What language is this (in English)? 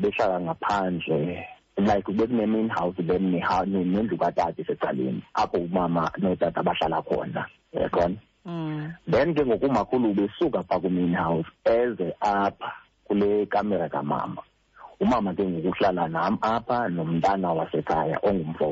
Xhosa